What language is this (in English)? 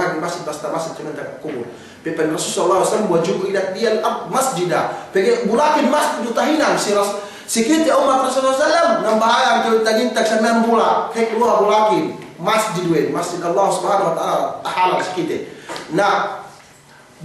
Yakan